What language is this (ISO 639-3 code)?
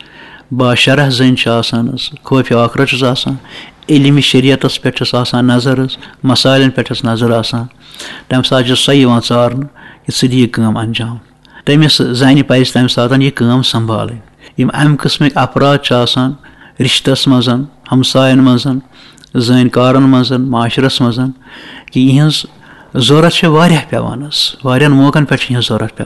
kas